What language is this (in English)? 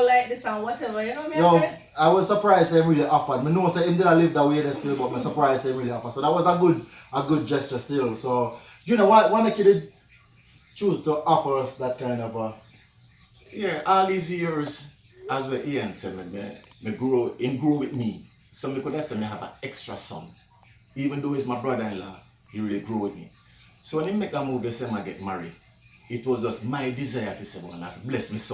Jamaican Creole English